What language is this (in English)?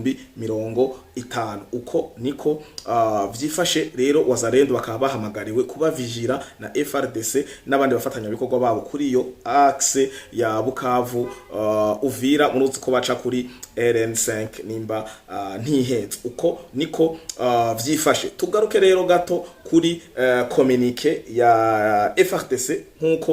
Rundi